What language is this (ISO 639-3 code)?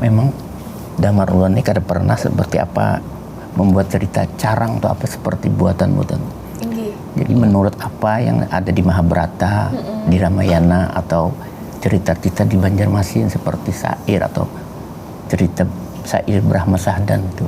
bjn